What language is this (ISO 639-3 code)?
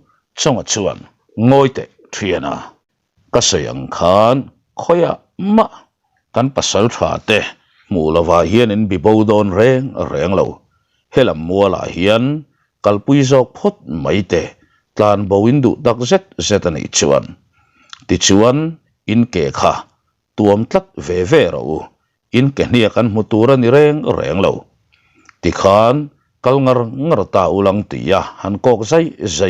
lus